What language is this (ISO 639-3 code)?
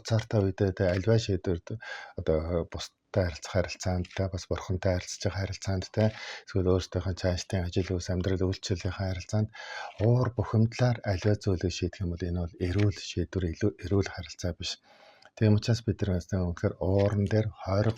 mon